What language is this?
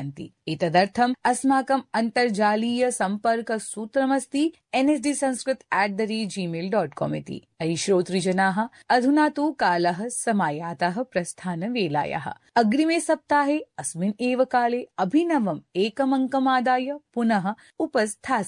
Sanskrit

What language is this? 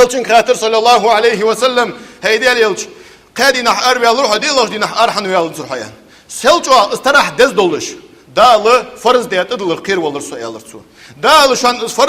Ingush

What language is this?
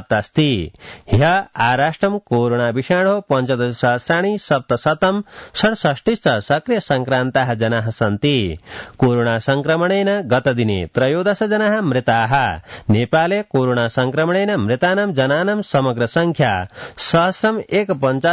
Sanskrit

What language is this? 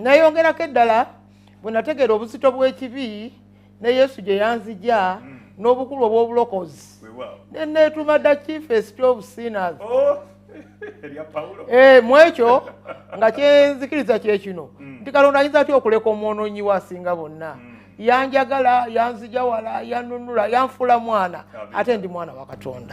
Ganda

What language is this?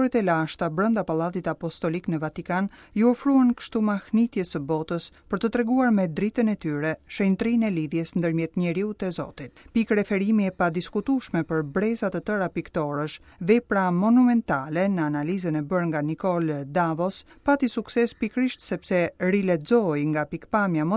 Albanian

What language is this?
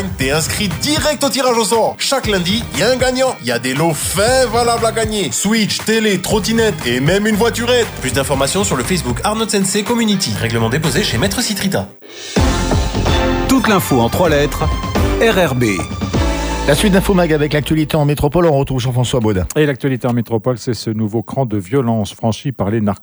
French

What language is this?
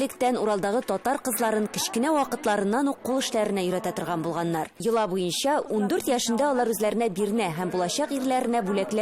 Tatar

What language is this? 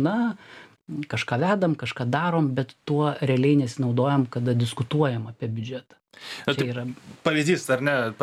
Lithuanian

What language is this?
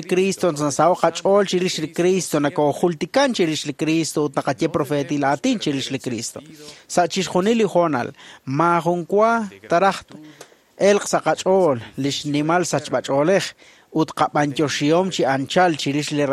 Kekchí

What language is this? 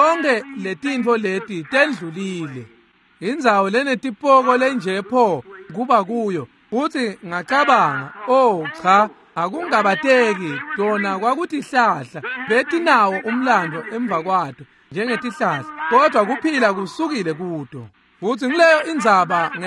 Swati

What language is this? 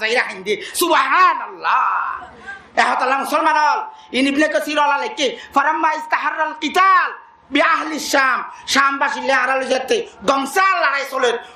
Rohingya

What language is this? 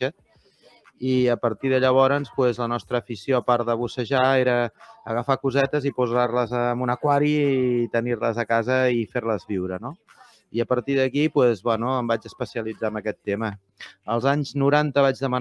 Catalan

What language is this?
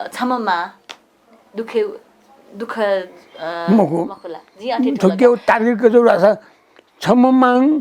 Newari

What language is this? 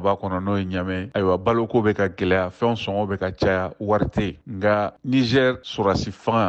Bambara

